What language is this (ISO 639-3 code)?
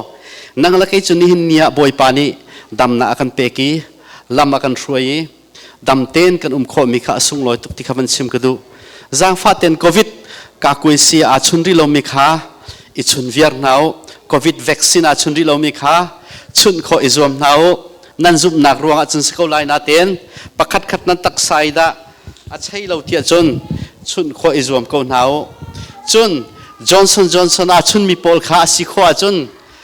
cnh